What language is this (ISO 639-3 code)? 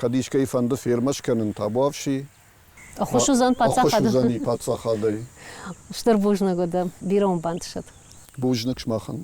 oss